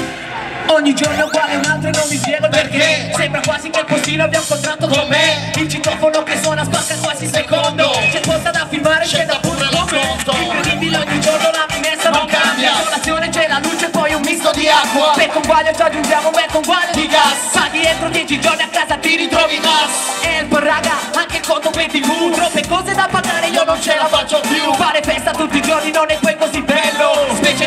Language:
Italian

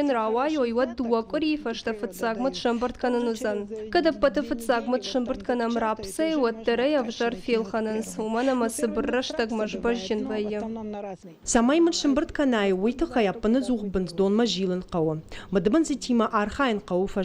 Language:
Ossetic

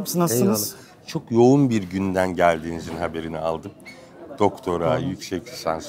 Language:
Turkish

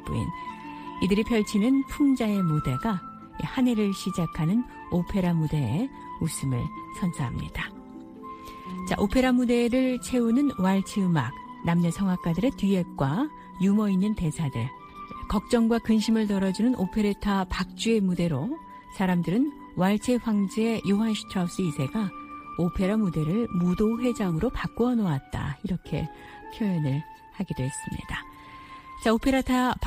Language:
Korean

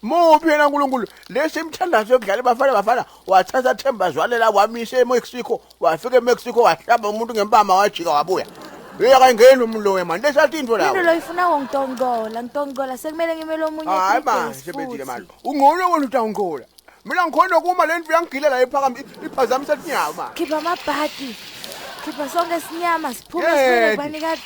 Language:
Zulu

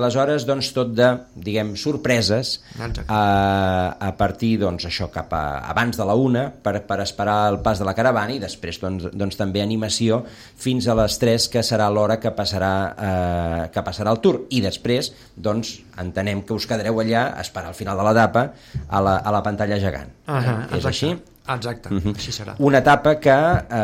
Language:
Catalan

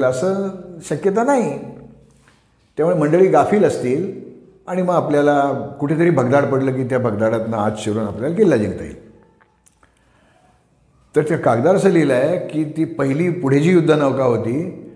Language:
Marathi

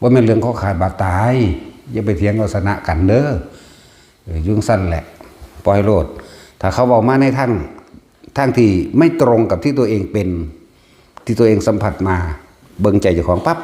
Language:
Northeastern Thai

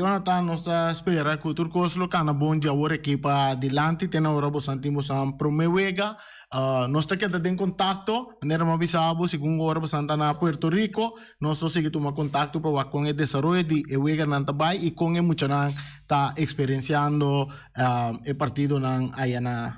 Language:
Papiamento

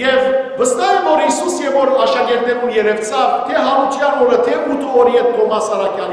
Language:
Western Armenian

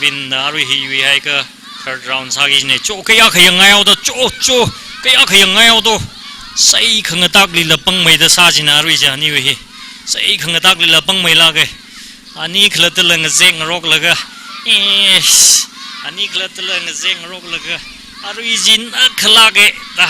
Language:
Tangkhul Naga (India)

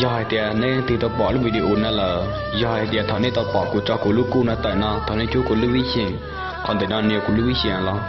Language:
Hmong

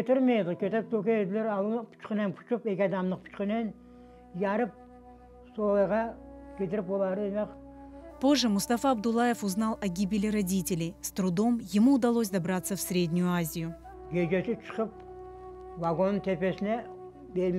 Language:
Crimean Tatar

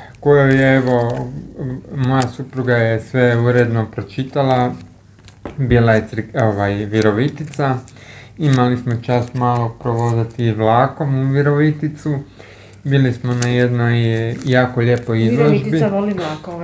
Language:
Croatian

